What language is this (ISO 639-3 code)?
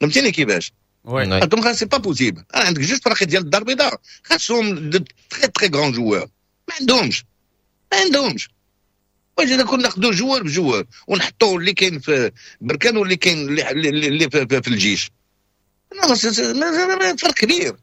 ary